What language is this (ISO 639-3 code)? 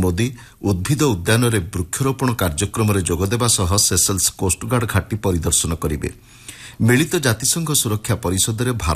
ori